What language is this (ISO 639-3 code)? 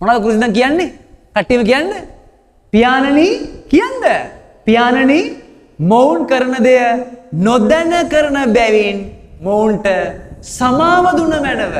sin